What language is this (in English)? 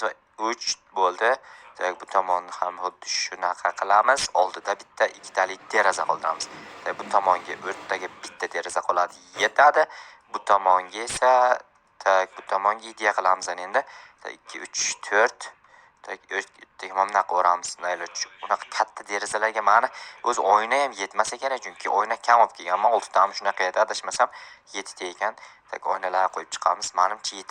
Uzbek